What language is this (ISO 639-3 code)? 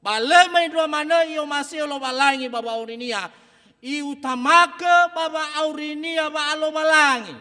nia